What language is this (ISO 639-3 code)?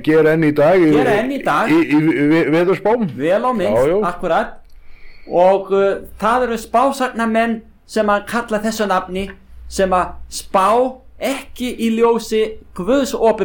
isl